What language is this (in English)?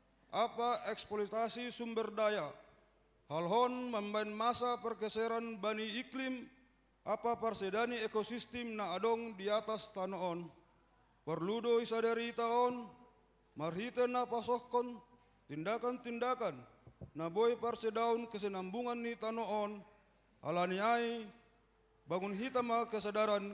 Batak Simalungun